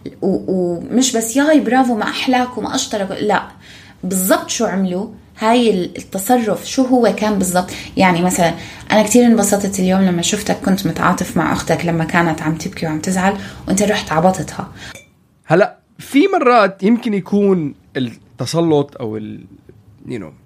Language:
North Levantine Arabic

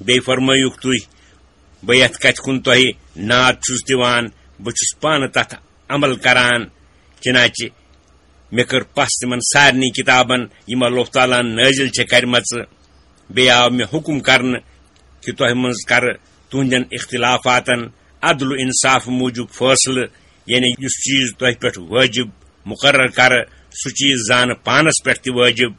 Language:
Kashmiri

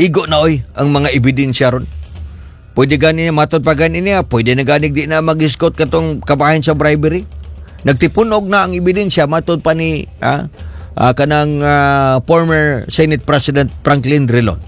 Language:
Cebuano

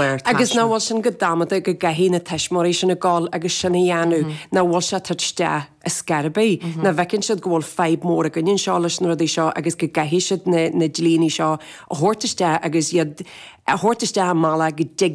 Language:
Irish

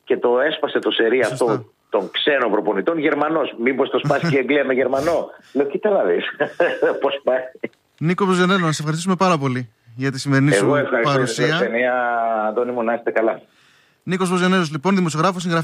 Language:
Greek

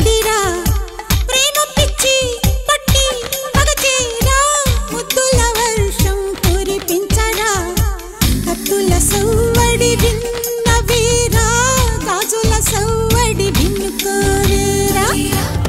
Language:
Telugu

